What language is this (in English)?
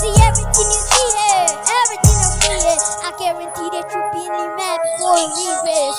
Tangkhul Naga (India)